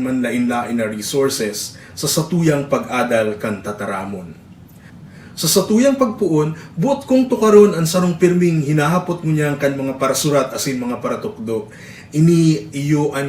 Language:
Bikol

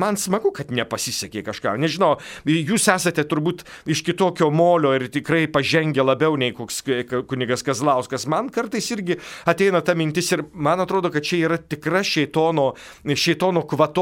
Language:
Lithuanian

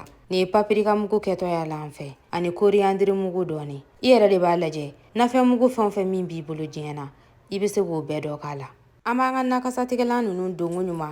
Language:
Bambara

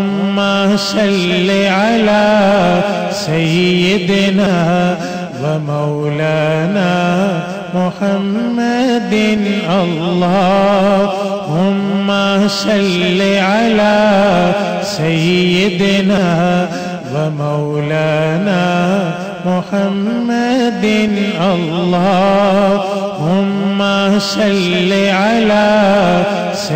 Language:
Arabic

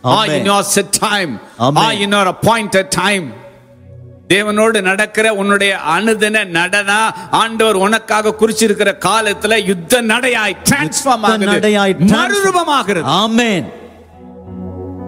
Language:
Tamil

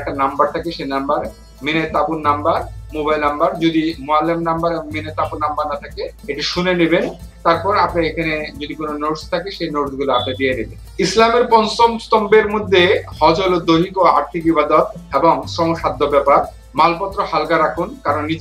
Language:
Bangla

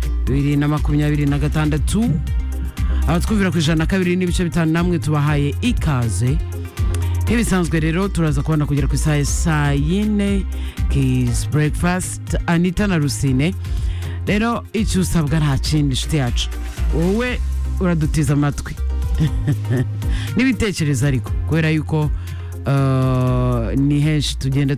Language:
Kinyarwanda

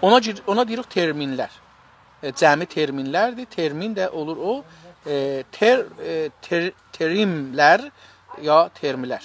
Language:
South Azerbaijani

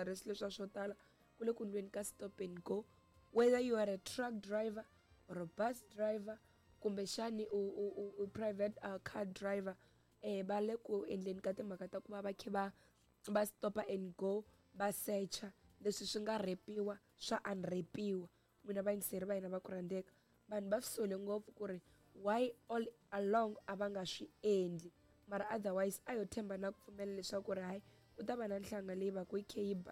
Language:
Tsonga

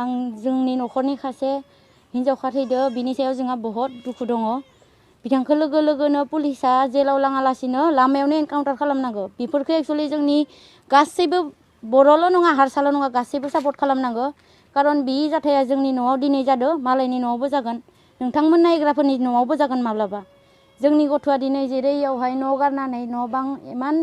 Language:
Bodo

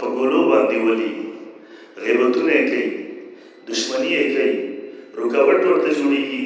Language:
Pashto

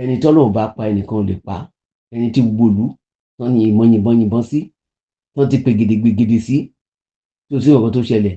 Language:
Yoruba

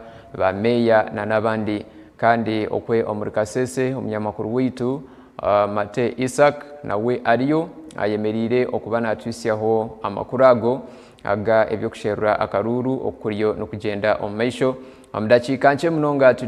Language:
Nyankole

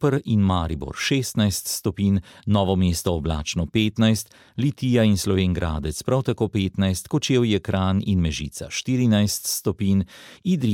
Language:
Slovenian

